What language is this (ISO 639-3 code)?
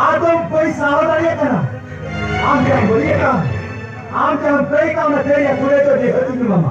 sat